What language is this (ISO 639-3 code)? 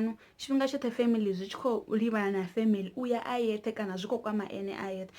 ven